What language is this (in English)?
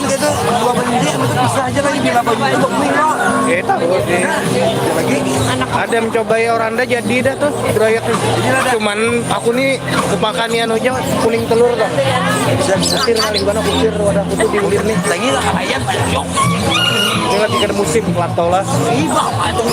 Banjar